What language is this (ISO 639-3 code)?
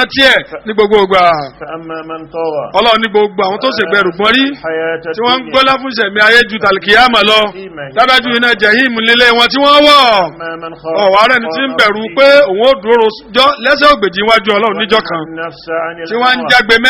yor